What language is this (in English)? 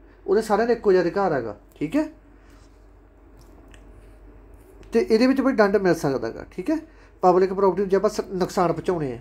Punjabi